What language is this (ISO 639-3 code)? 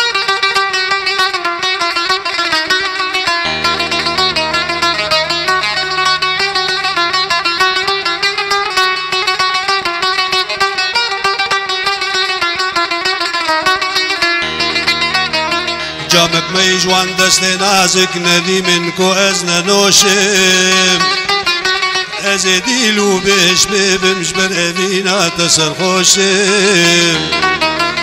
fas